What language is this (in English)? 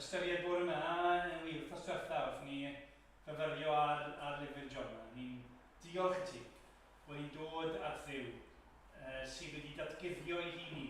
Welsh